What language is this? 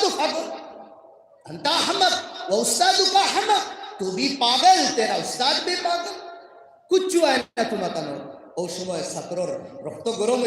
Sylheti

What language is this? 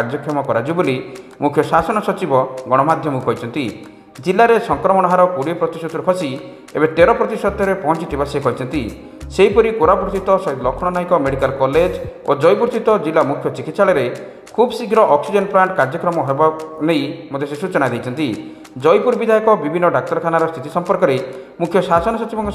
Odia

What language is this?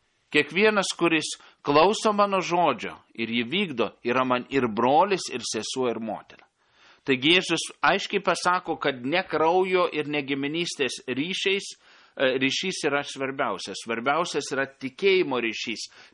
Lithuanian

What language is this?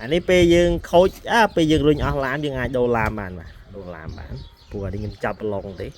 Khmer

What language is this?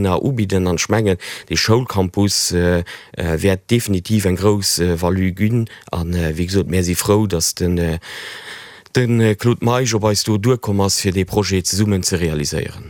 Luxembourgish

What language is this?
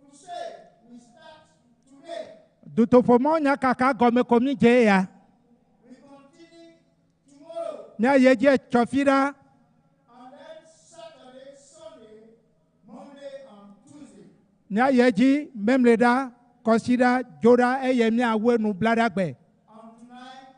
Ewe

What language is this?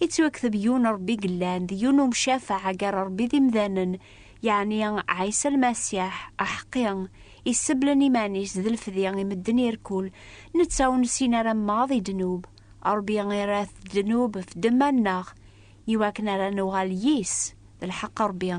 Kabyle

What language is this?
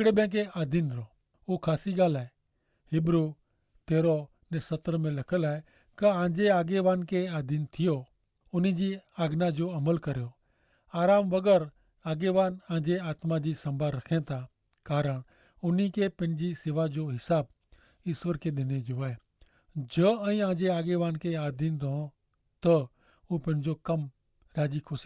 Kachhi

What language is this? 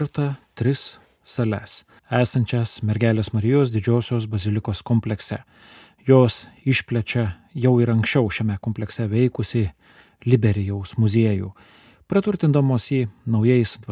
Lithuanian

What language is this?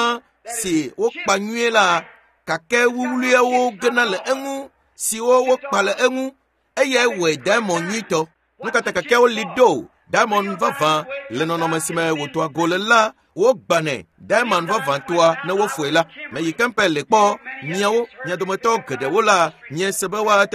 Ewe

